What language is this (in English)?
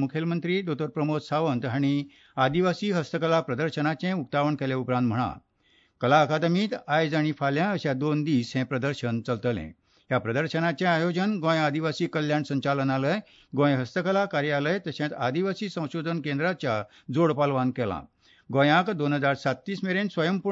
Konkani